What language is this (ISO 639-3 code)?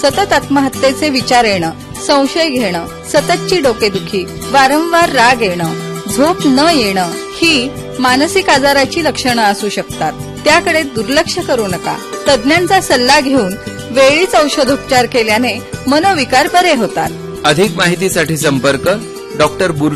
mar